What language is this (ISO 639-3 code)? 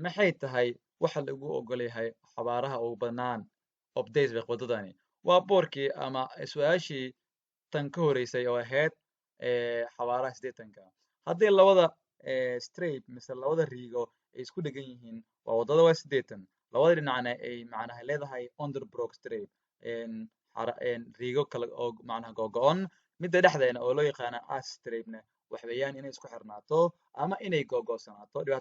som